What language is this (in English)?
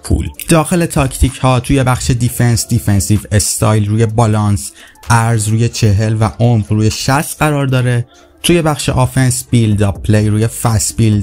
Persian